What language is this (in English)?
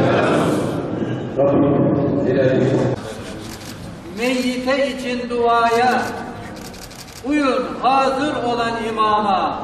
Turkish